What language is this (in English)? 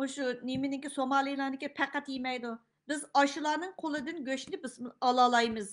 Uyghur